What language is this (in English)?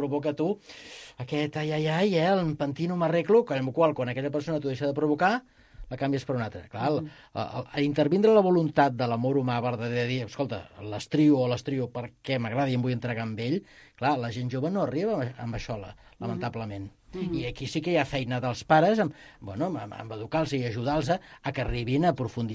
Catalan